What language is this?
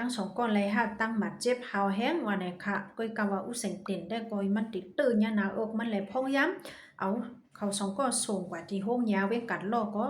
Shan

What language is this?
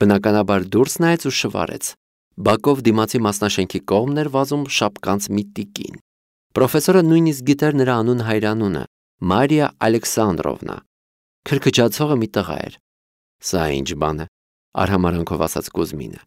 Armenian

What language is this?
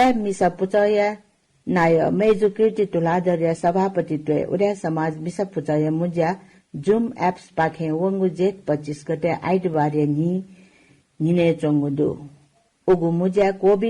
Newari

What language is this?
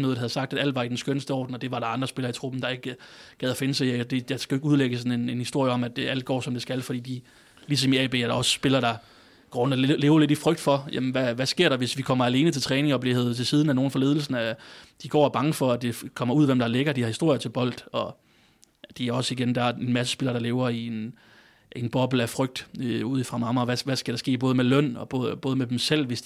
Danish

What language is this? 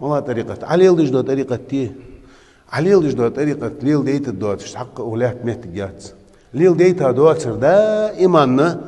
Ingush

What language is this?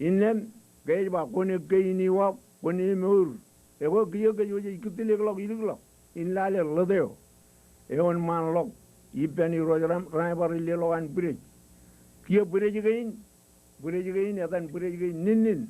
Marshallese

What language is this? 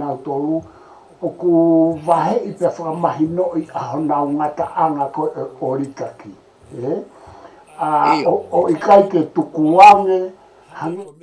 Tongan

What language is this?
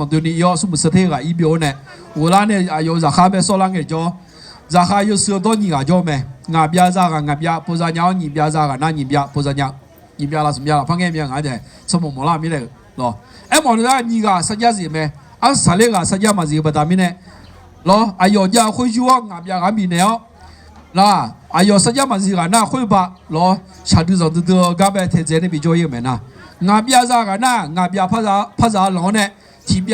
Akha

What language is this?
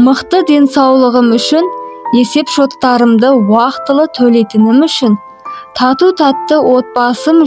Kazakh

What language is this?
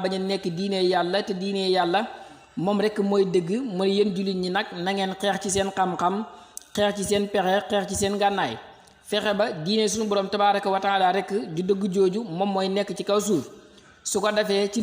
Wolof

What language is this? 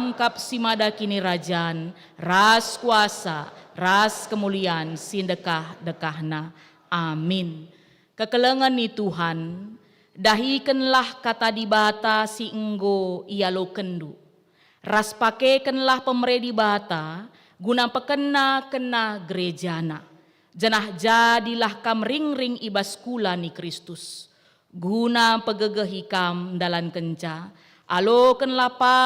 Batak Karo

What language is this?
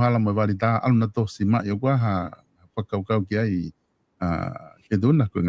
Tongan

